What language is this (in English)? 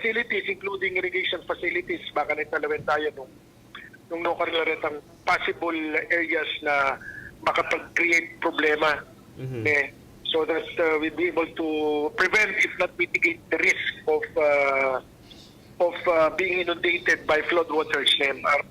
Pampanga